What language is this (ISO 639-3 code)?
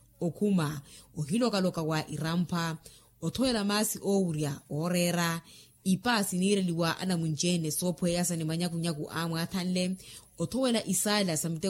vmw